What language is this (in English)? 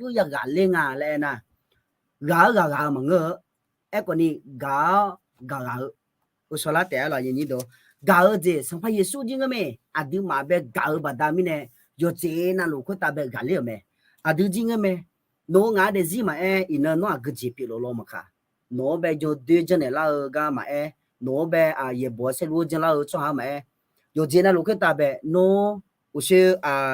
Akha